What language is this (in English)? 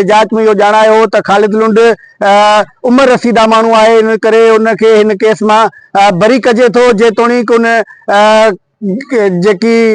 Sindhi